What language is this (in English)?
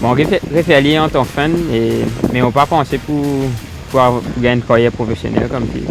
Morisyen